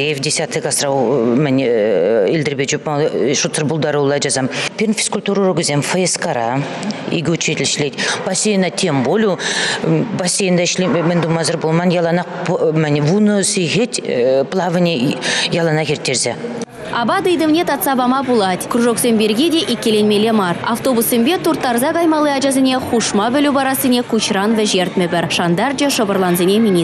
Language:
Chuvash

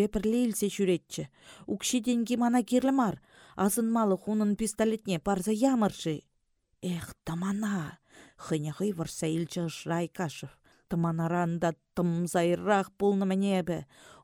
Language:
Chuvash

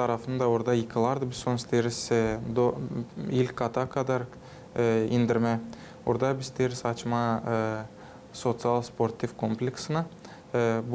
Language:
Gagauz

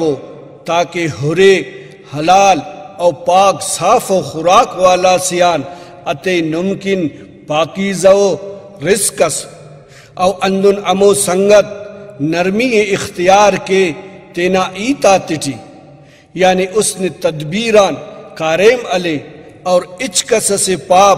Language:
Brahui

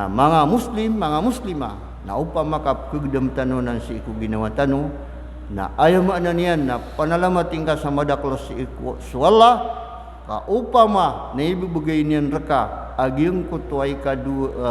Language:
Maranao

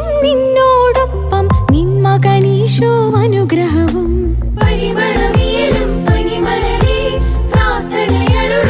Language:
Malayalam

